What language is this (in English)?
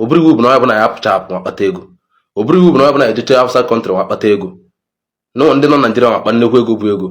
Igbo